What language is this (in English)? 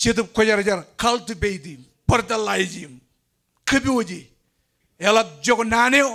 Marshallese